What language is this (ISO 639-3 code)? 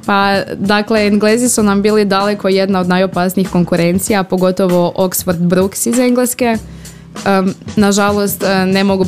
hrv